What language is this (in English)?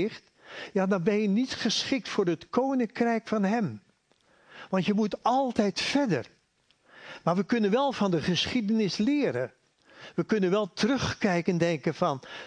Dutch